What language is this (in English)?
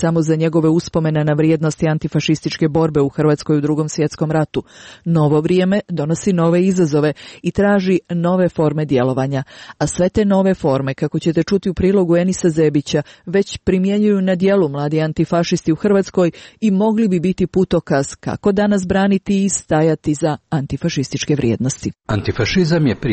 Croatian